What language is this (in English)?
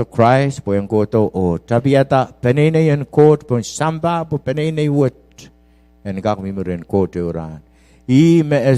Pohnpeian